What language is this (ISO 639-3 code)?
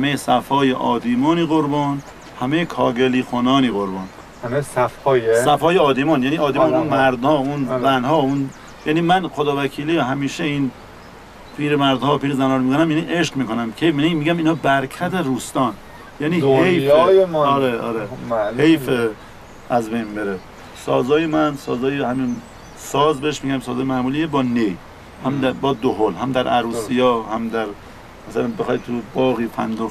fas